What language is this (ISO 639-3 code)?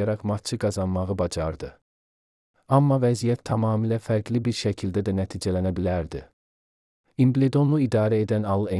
aze